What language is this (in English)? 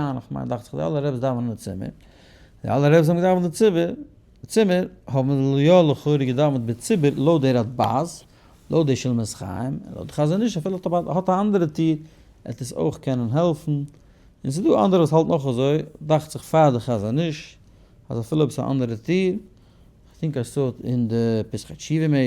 Yiddish